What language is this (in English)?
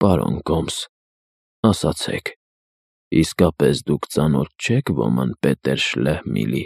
Armenian